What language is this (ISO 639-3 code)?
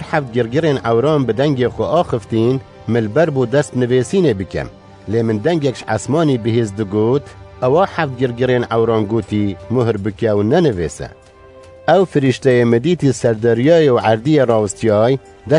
kur